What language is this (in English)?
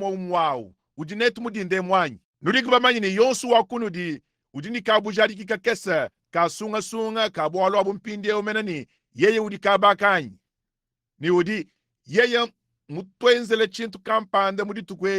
Luba-Lulua